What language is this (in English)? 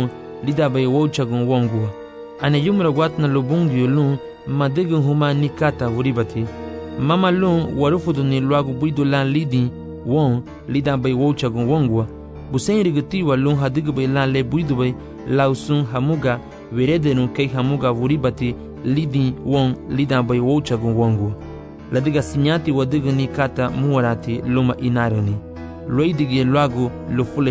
Garifuna